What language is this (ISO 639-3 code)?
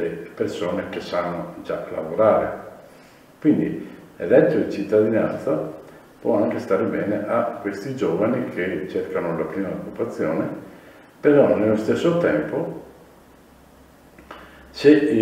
ita